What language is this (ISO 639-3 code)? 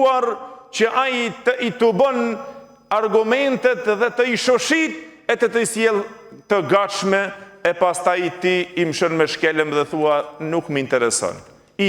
sqi